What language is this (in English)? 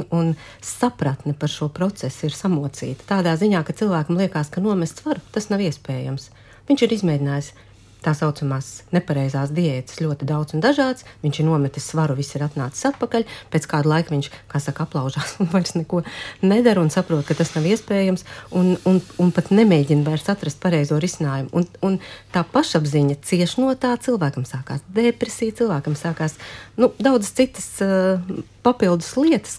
Latvian